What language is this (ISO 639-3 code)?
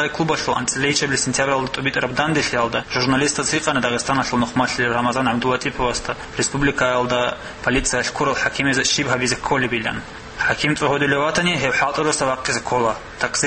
ava